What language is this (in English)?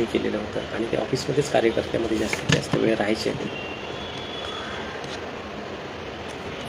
Marathi